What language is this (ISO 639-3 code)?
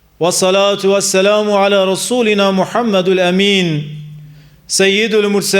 kur